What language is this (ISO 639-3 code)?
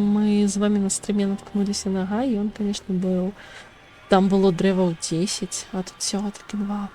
bel